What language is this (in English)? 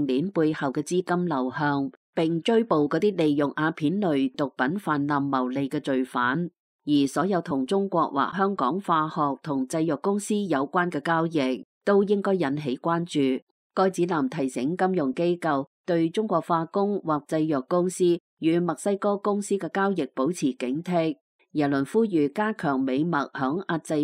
Cantonese